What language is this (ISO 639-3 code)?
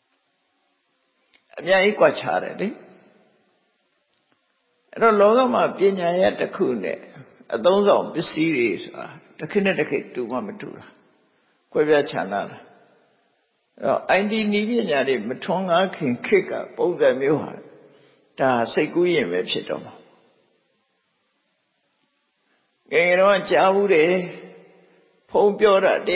mya